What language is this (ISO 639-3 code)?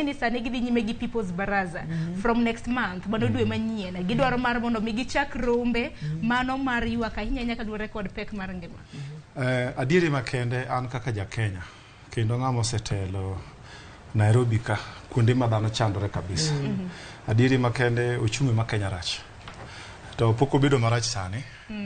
luo